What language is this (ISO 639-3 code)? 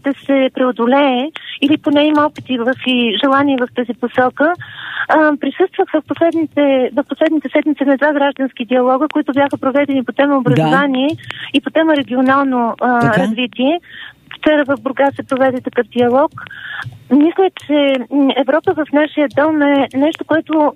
bul